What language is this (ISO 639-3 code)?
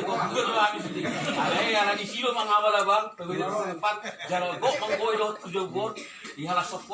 bbc